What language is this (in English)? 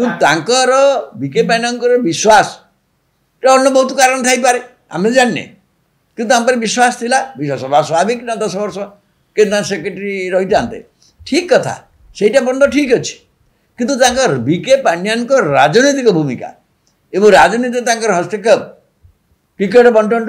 Odia